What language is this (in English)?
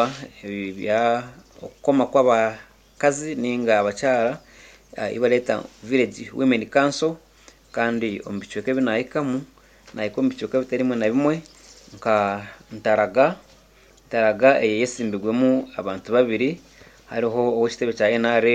Nyankole